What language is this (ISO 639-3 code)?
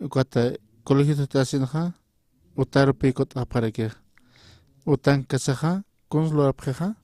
aym